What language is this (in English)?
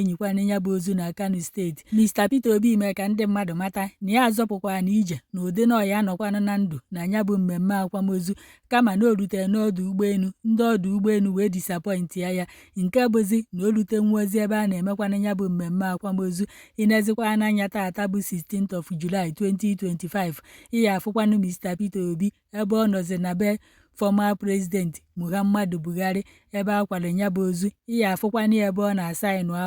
Igbo